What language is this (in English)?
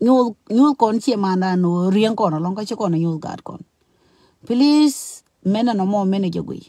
Nuer